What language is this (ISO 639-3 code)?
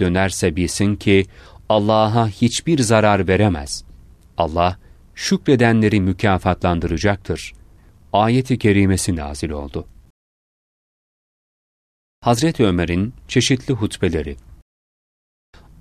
tur